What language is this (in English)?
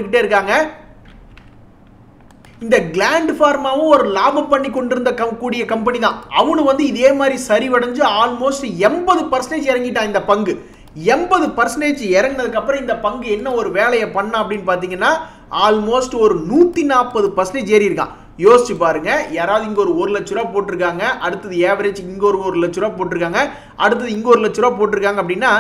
Tamil